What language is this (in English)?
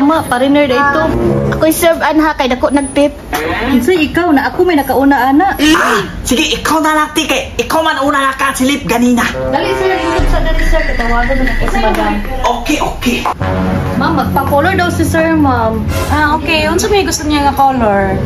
Cebuano